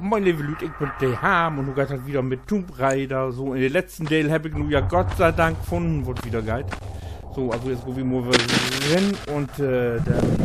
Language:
Low German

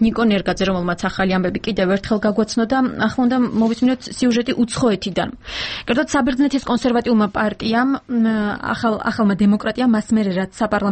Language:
Georgian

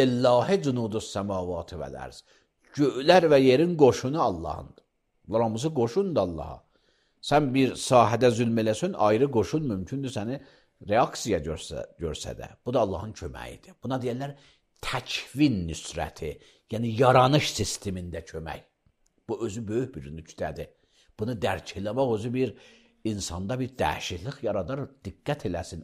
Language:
Azerbaijani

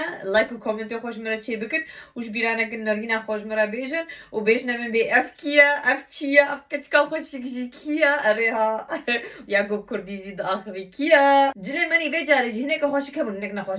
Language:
Kurdish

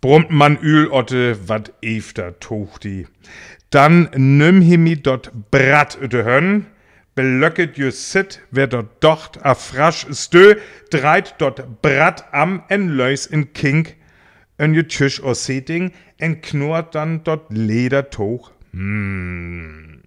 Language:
Northern Frisian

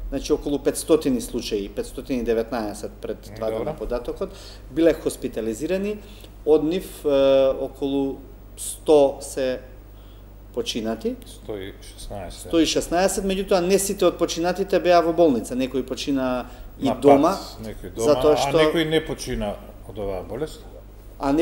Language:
Macedonian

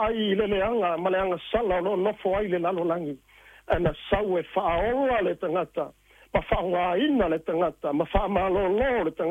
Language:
Samoan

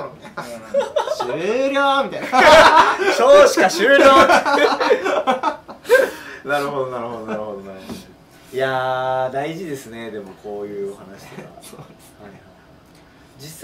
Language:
Japanese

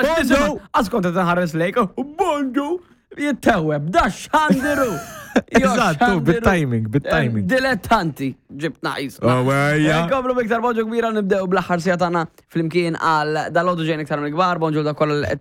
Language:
Maltese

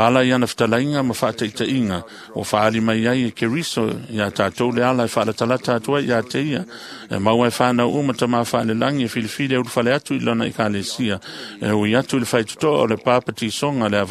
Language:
Samoan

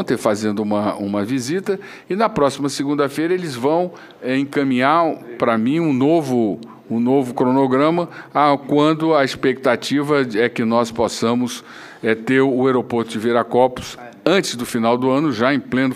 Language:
Portuguese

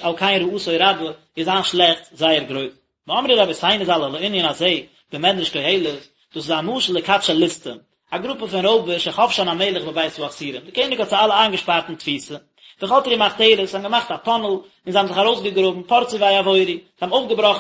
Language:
Yiddish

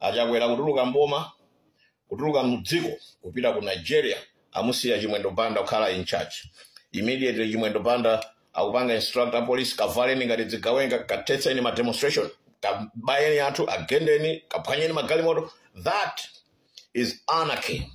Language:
Nyanja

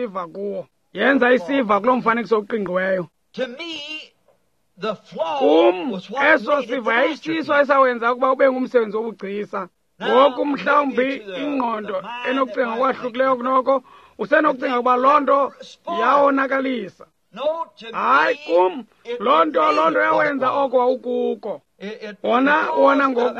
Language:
Xhosa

